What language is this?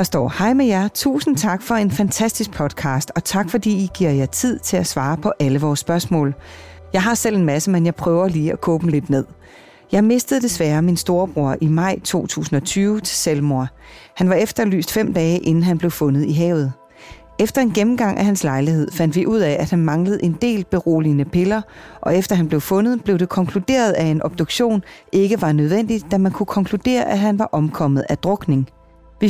Danish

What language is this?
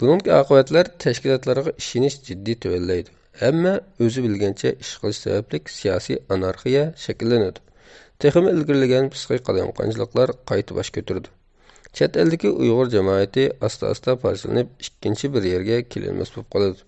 Uyghur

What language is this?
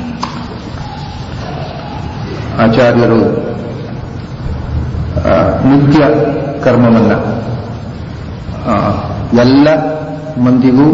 Kannada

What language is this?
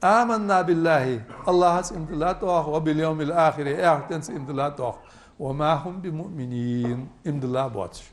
Ingush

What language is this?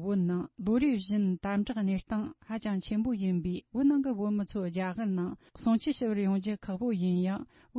Tibetan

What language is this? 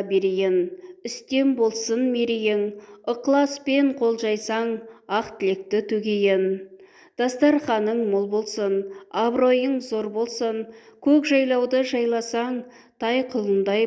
Kazakh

